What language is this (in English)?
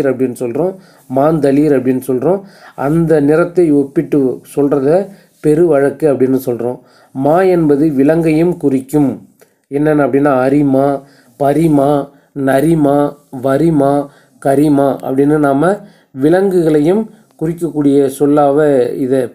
Tamil